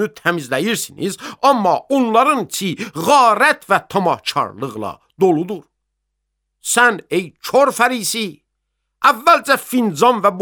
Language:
Azerbaijani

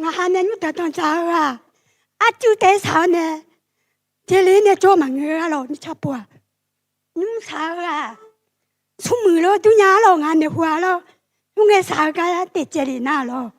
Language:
Akha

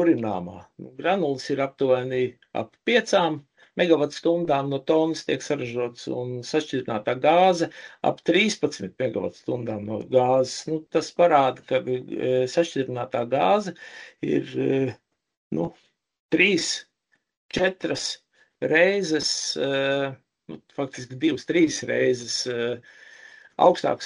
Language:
Latvian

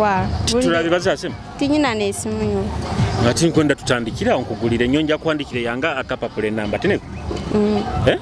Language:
Nyoro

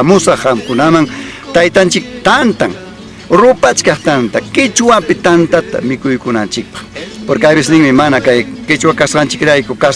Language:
Ayacucho Quechua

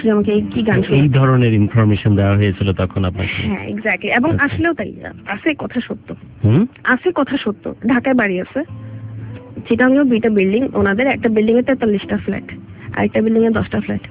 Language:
Bangla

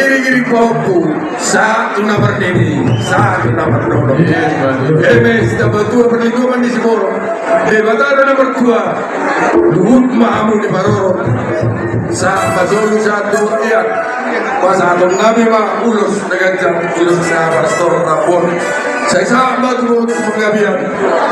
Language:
Batak Toba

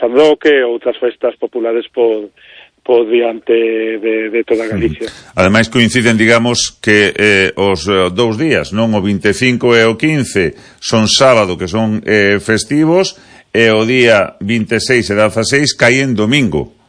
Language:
Galician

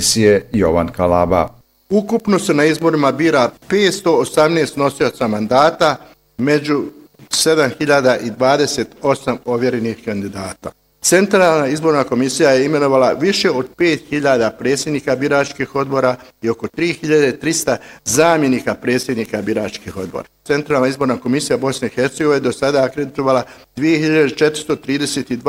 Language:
Bosnian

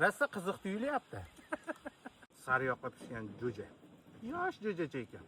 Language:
Uzbek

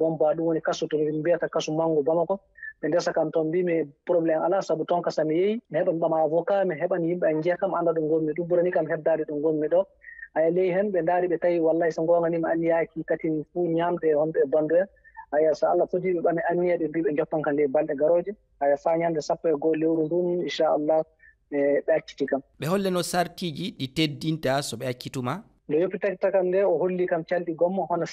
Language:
Fula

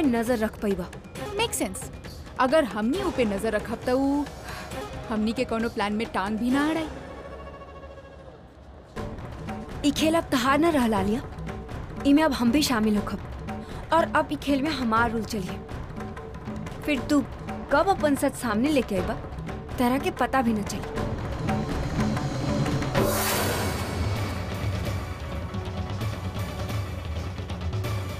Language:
Bhojpuri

